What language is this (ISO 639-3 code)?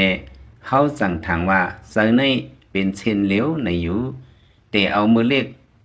lao